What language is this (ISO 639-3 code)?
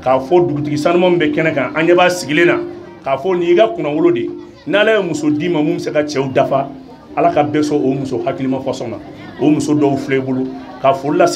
bam